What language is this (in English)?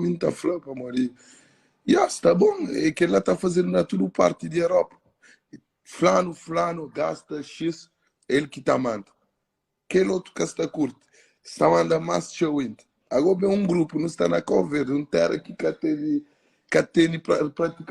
Kabuverdianu